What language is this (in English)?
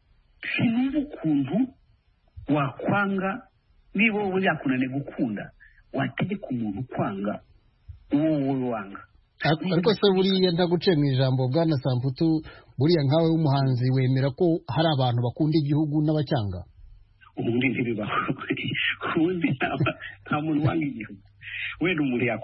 Kinyarwanda